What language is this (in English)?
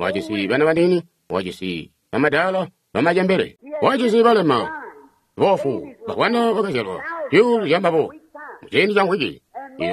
Tonga (Zambia)